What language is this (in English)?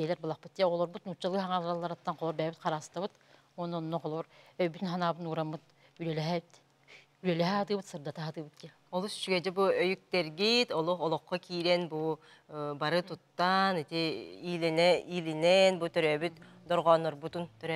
Yakut